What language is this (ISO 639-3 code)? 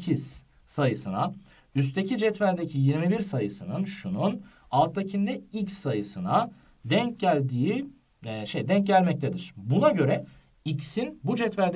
tur